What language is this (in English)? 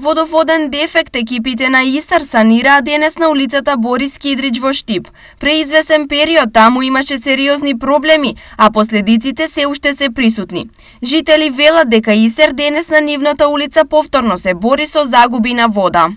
Macedonian